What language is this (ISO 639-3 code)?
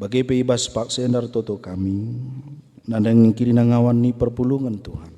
btx